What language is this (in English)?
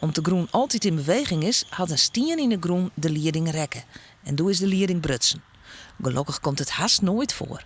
Western Frisian